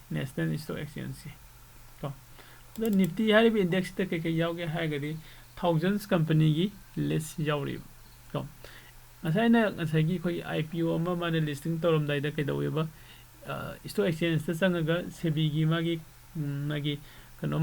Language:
Manipuri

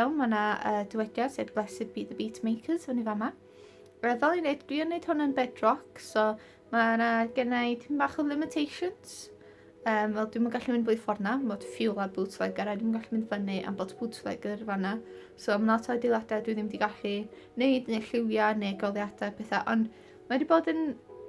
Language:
Welsh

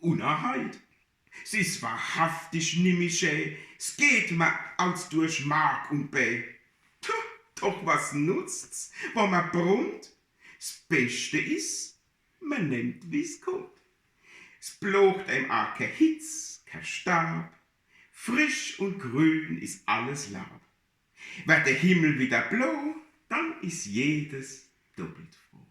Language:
Palatine German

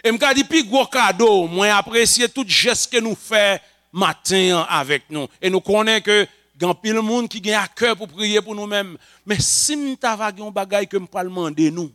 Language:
Haitian Creole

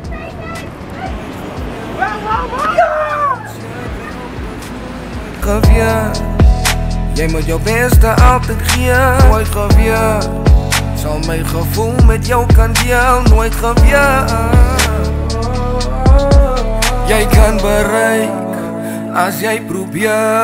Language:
Afrikaans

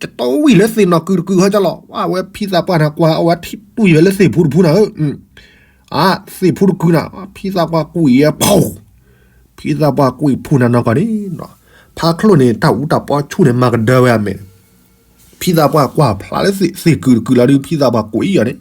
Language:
S'gaw Karen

